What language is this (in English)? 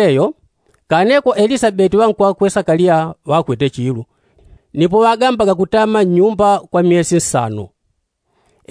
Yao